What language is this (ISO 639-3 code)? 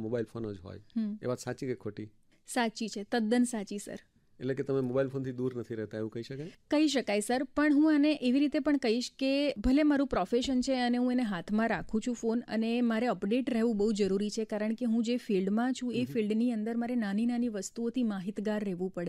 guj